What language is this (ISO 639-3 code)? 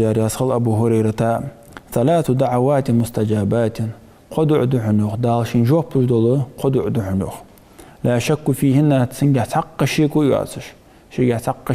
inh